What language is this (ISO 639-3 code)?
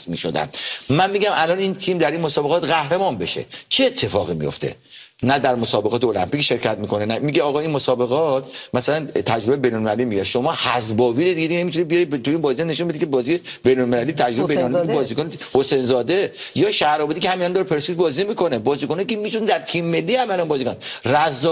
fas